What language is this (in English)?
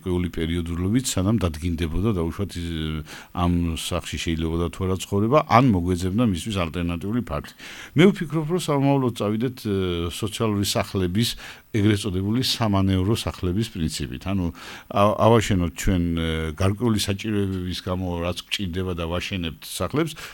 Georgian